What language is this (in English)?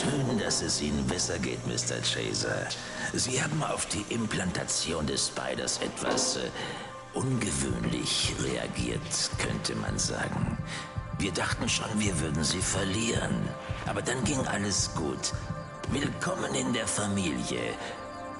Bavarian